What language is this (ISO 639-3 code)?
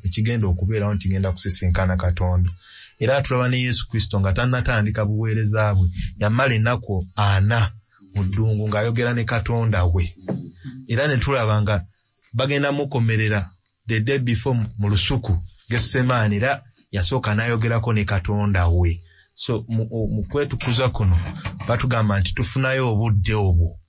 lug